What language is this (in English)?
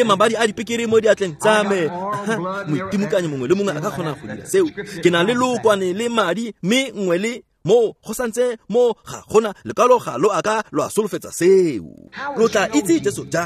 Tswana